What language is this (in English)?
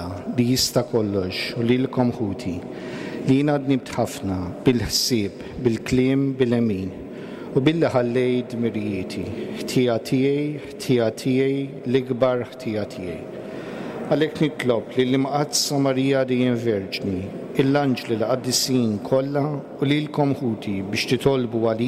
Maltese